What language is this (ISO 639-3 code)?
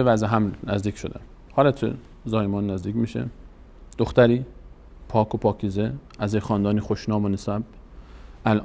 fas